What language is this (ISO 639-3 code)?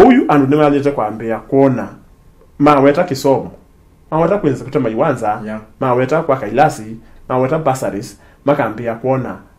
kam